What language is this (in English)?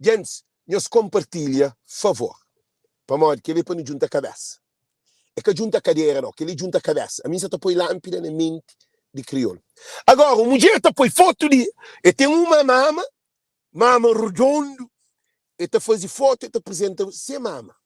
Kabuverdianu